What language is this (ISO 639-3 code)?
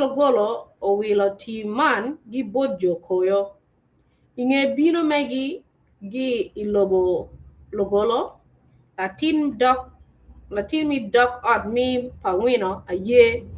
ach